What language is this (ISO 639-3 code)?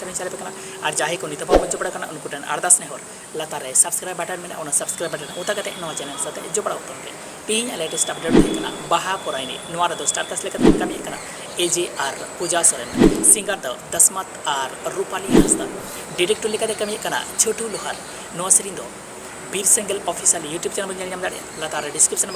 sat